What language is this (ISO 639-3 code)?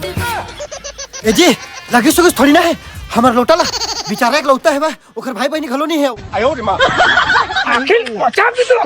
hne